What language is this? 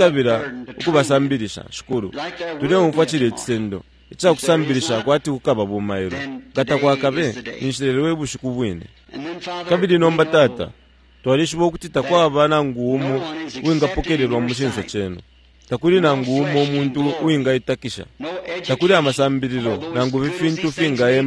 Bemba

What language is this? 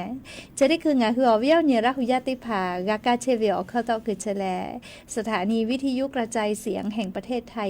Lahu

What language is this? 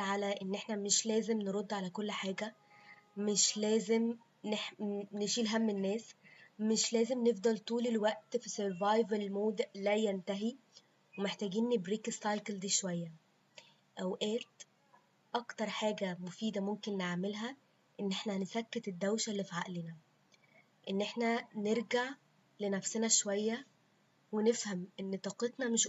Egyptian Arabic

